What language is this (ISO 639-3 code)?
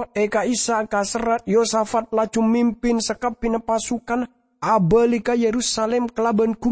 mad